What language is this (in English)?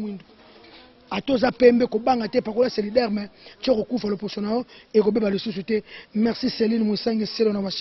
Lingala